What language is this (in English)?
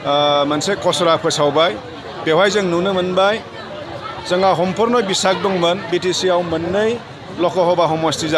Bodo